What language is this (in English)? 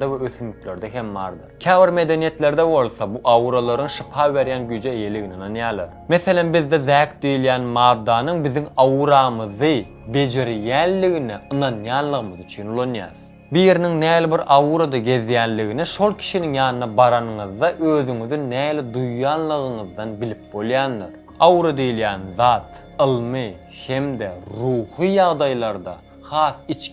Turkmen